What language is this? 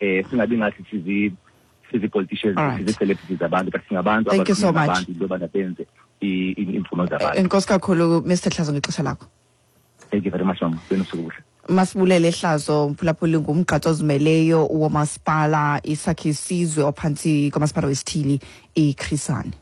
Xhosa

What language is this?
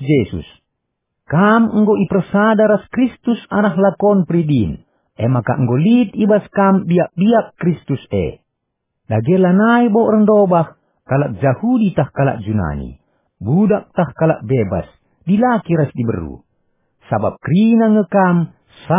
Batak Karo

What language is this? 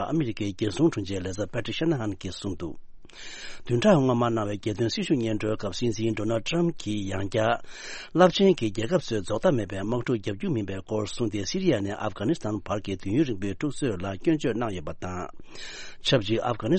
Tibetan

